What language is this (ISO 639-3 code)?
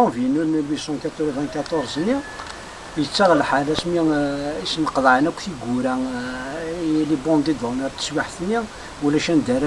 kab